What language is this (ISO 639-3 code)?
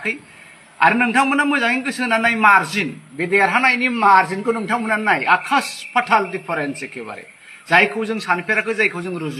brx